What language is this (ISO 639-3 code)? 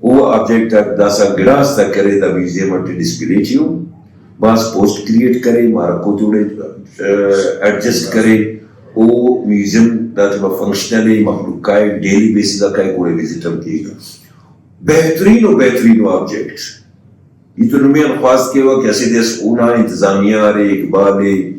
brh